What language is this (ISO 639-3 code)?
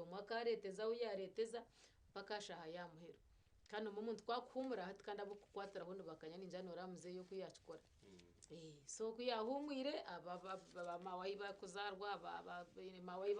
nyn